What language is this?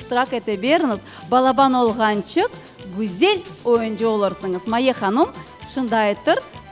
Crimean Tatar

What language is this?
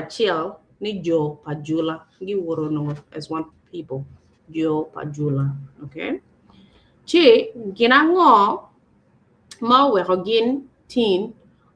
Acoli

